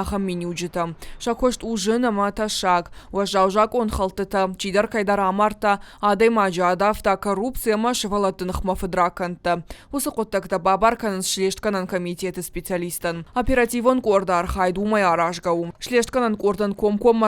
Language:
Ossetic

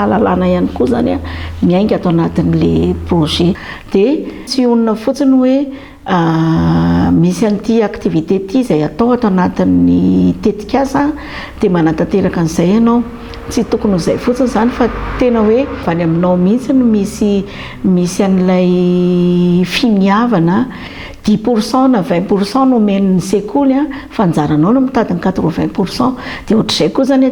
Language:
Malagasy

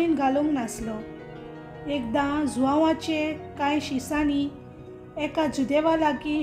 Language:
Konkani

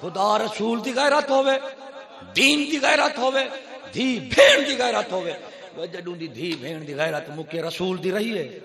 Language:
Saraiki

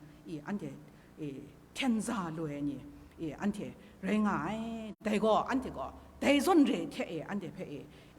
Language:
Kachin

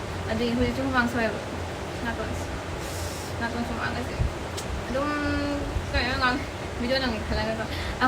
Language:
Manipuri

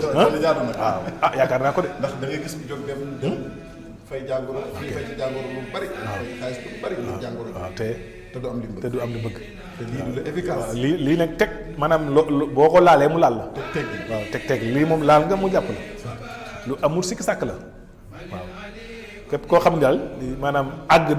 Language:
Wolof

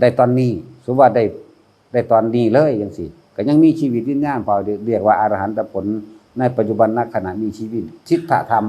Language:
Northeastern Thai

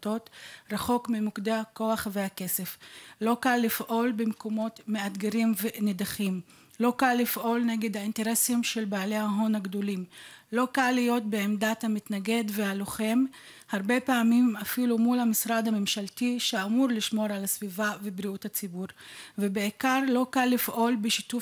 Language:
Hebrew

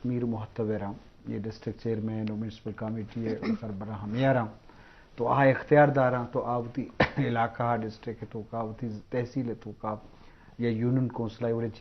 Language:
Eastern Balochi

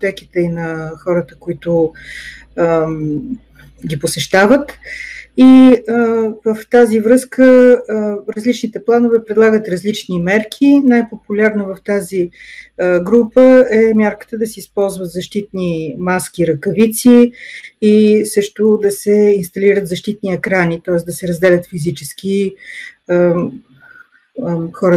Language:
Bulgarian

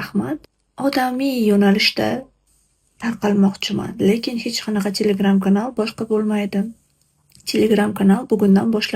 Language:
Uzbek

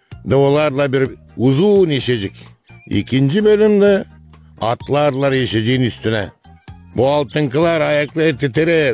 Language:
Gagauz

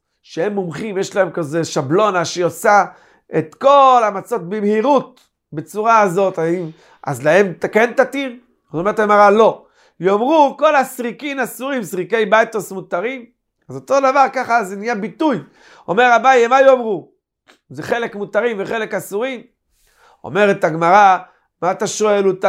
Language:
Hebrew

